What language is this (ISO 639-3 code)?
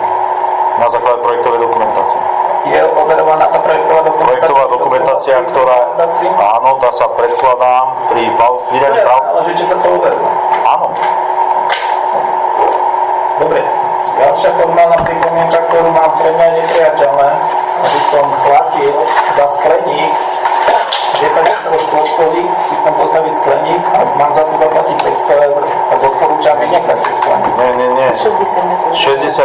slk